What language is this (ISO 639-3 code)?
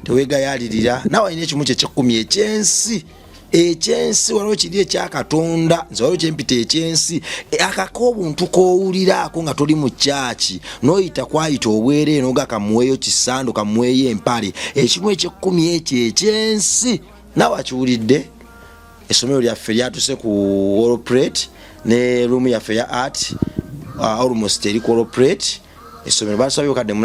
lug